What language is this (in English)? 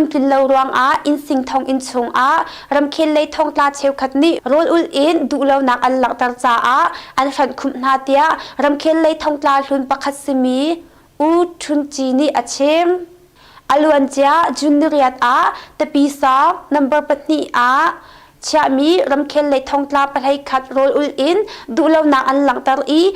Hakha Chin